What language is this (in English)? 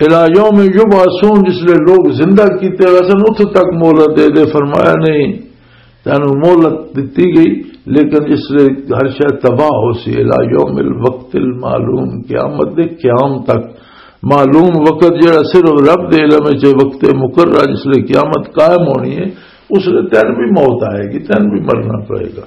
Western Panjabi